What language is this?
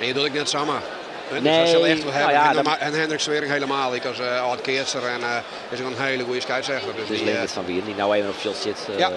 Western Frisian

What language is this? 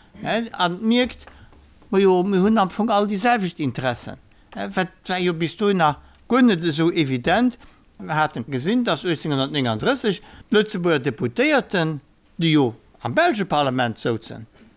Luxembourgish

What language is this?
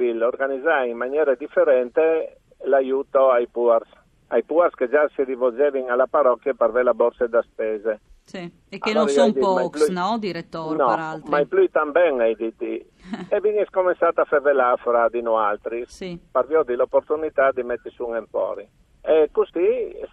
Friulian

